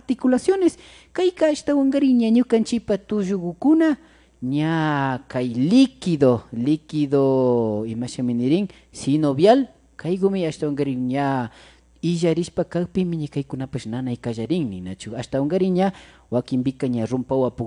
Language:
Imbabura Highland Quichua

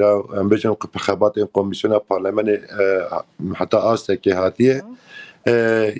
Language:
Kurdish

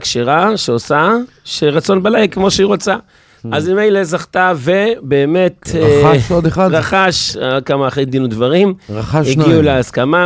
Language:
Hebrew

